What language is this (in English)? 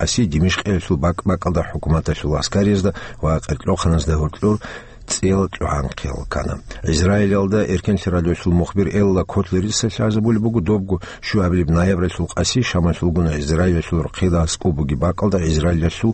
Avaric